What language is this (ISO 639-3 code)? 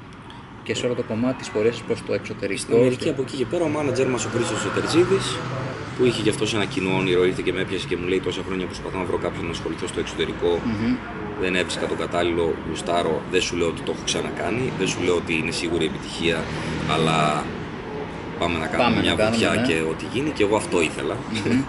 ell